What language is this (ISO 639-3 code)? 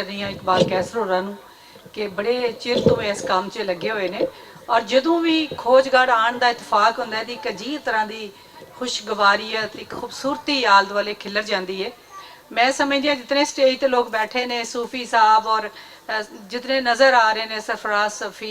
lah